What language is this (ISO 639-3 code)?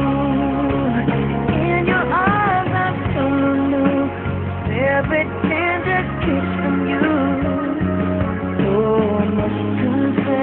eng